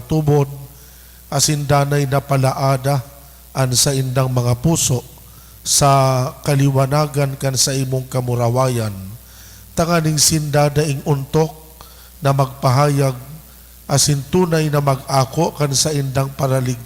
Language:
Bikol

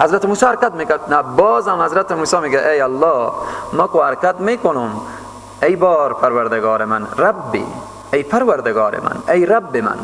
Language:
Persian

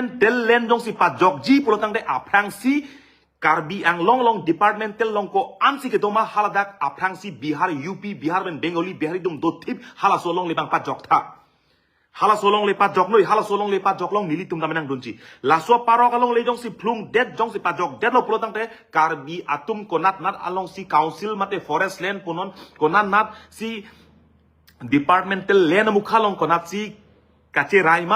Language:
Karbi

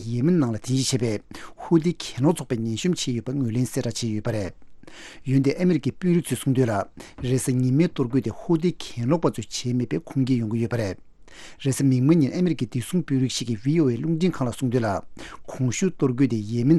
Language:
Tibetan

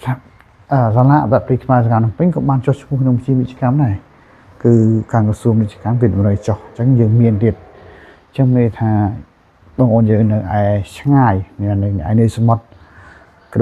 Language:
Khmer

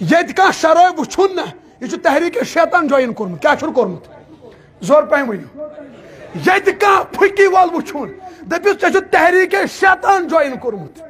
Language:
Kashmiri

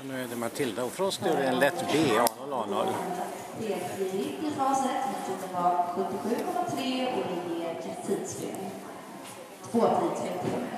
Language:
Swedish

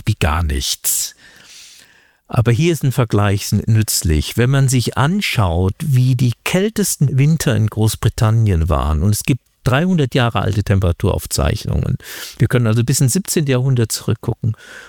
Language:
German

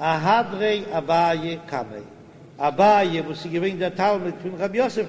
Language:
Yiddish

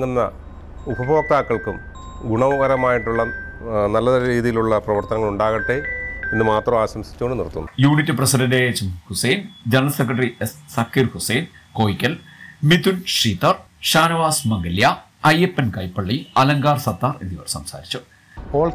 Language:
Malayalam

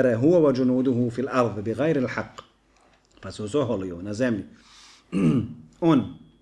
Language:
Bosnian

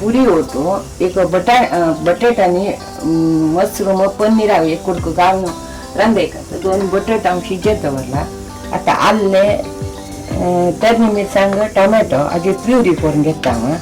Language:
Konkani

